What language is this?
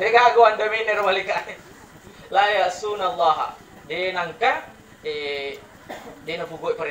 Buginese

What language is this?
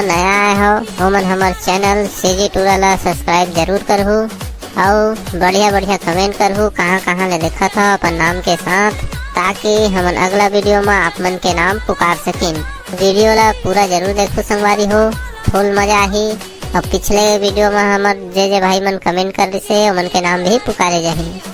Chhattisgarhi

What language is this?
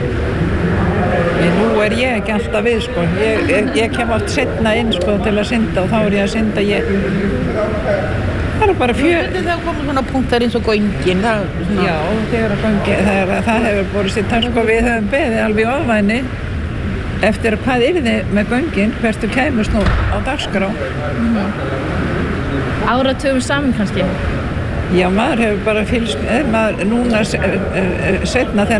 Icelandic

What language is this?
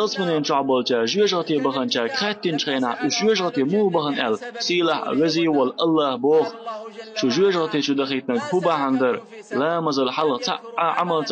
Chechen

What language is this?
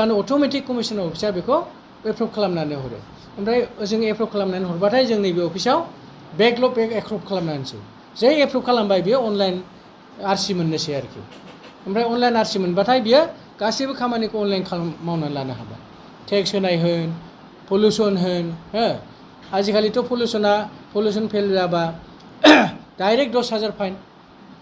Bodo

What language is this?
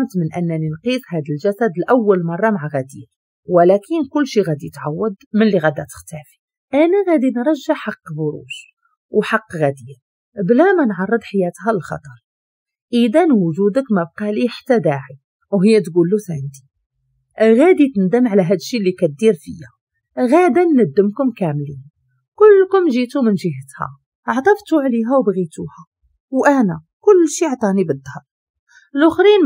Moroccan Arabic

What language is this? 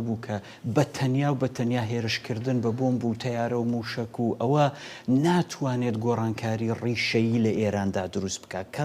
Central Kurdish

